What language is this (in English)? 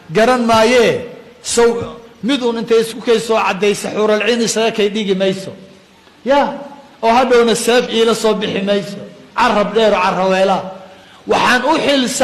Somali